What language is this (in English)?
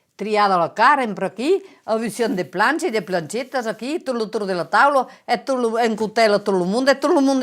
Occitan